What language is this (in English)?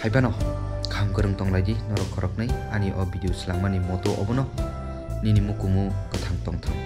Kok Borok